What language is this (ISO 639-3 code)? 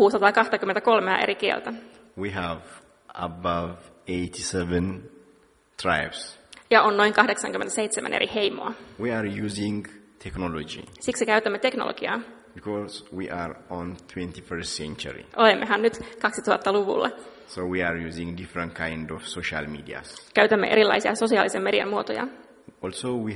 fin